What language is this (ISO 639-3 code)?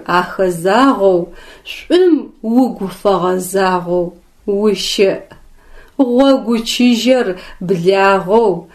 ady